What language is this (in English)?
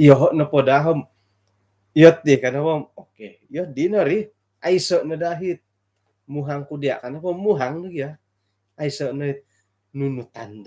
Central Dusun